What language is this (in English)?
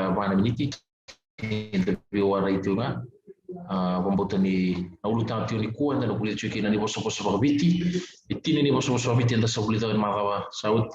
Fijian